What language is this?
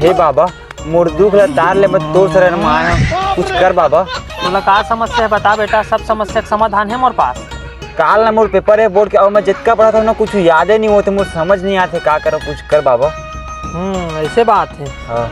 Chhattisgarhi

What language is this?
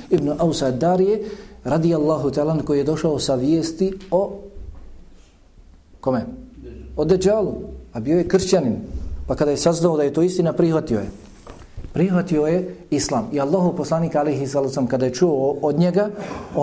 Bosnian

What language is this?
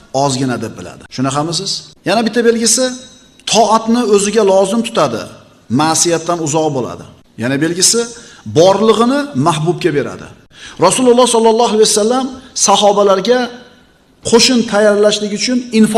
Uzbek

